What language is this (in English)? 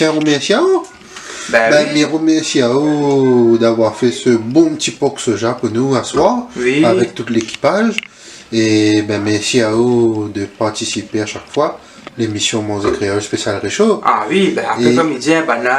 Réunion Creole French